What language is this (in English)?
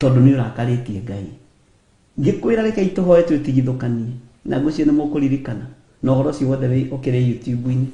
Kikuyu